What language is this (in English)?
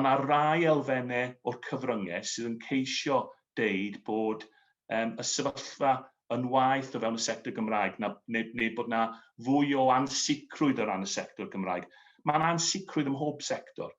Welsh